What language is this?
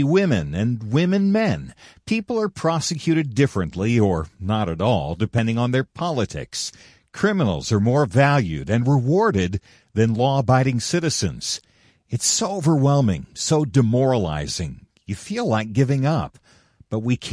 English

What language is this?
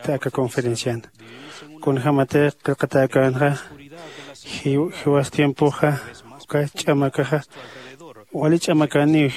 Aymara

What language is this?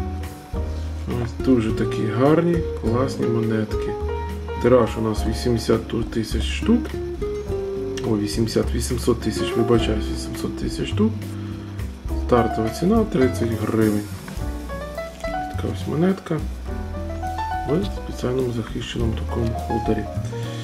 Ukrainian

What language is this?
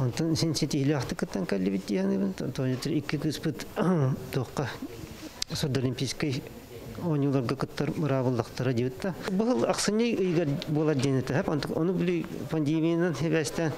Yakut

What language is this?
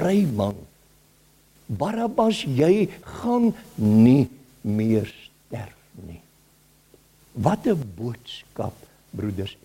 Afrikaans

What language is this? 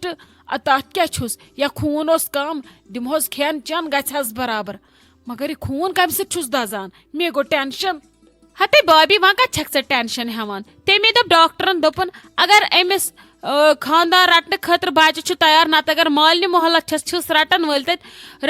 Kashmiri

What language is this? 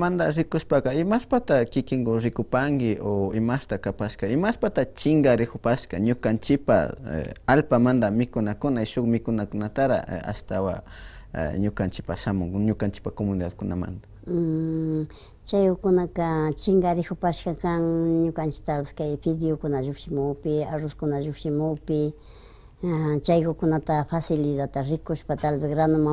Imbabura Highland Quichua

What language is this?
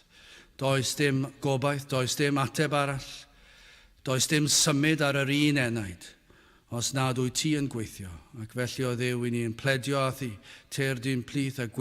Welsh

